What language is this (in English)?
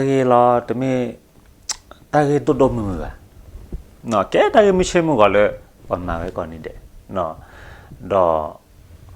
S'gaw Karen